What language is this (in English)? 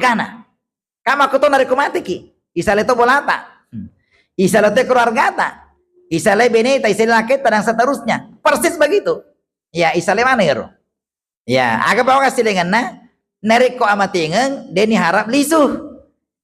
Buginese